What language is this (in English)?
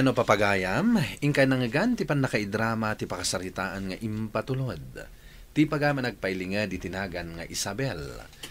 Iloko